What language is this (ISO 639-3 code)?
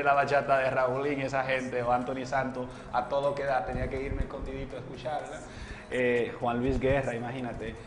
spa